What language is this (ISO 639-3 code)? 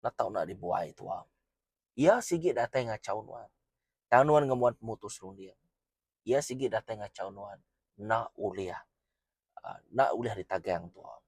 iba